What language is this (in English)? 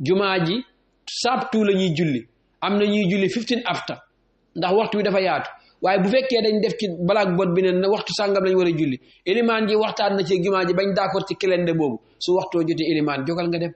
Wolof